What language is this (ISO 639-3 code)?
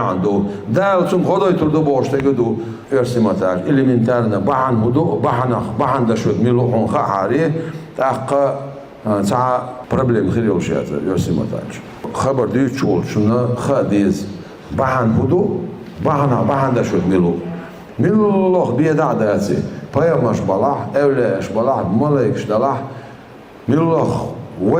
che